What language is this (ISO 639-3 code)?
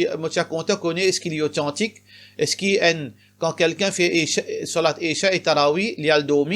mfe